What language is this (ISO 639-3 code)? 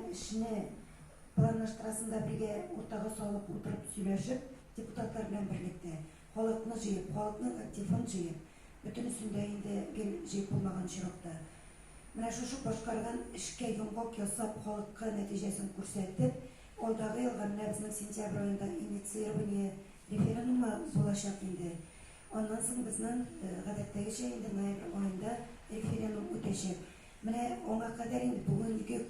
tat